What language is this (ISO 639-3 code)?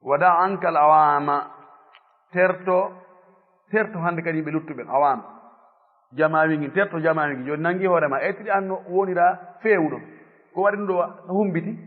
ful